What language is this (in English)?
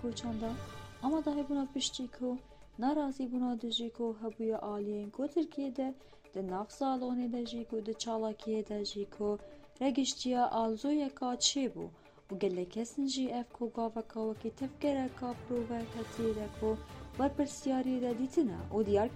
Kurdish